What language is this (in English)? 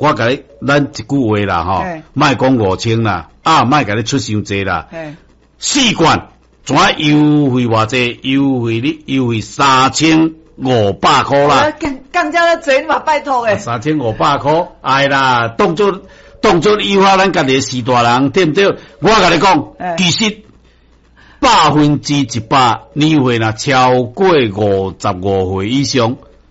Min Nan Chinese